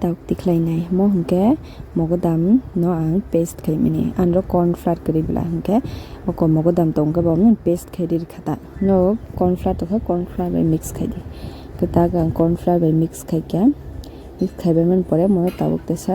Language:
Kok Borok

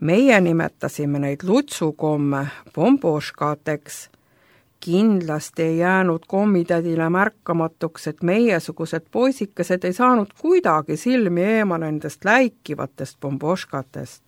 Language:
Estonian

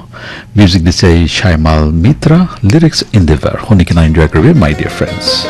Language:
Naga Pidgin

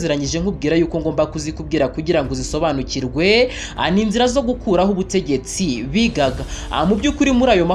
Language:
Kinyarwanda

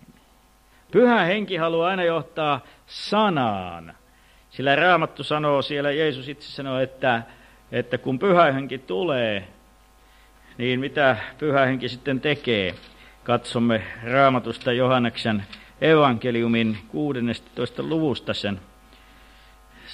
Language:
Finnish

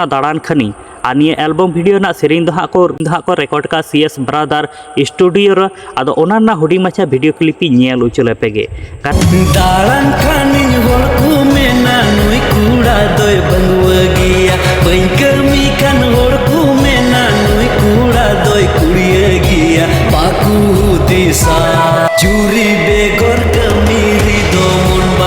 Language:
Santali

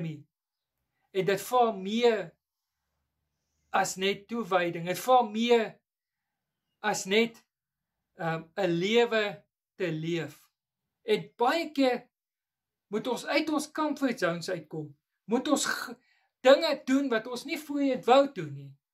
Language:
Afrikaans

